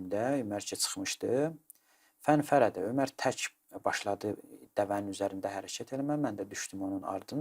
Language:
Azerbaijani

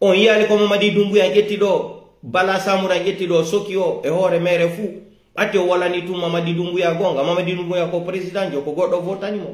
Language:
Pular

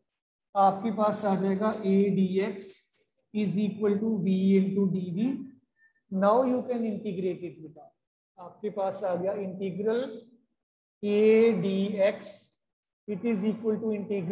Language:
Hindi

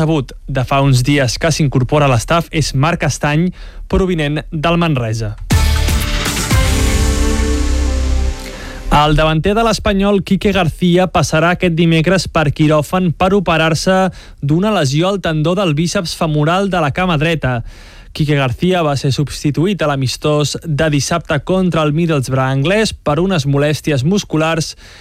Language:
Catalan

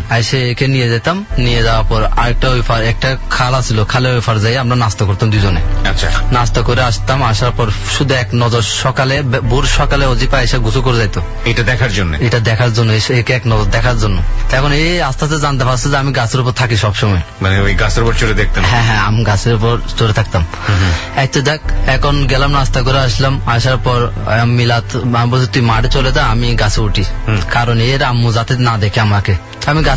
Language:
Bangla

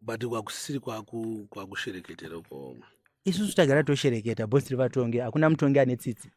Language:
Shona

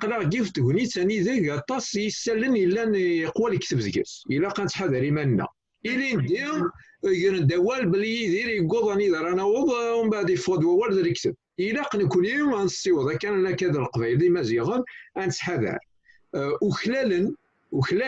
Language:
Kabyle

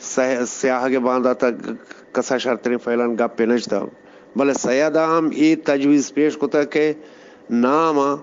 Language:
Eastern Balochi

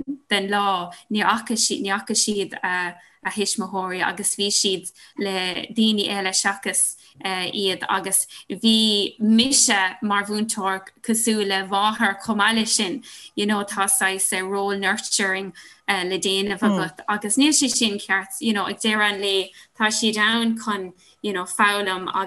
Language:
Irish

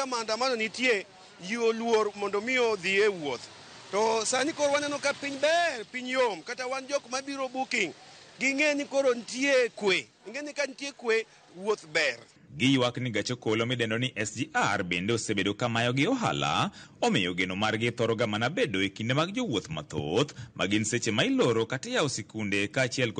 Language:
Luo (Kenya and Tanzania)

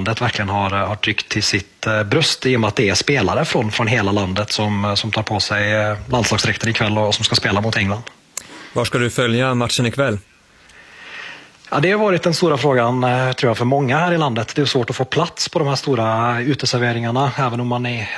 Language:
Swedish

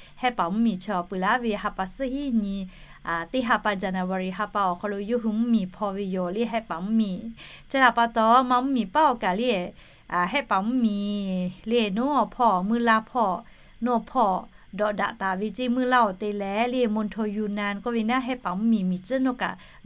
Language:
Lahu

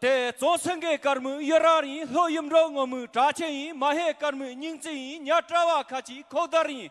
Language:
Tibetan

